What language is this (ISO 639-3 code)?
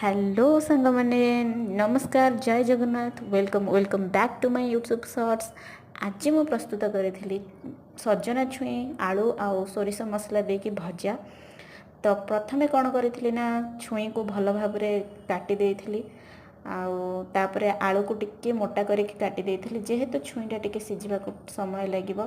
ori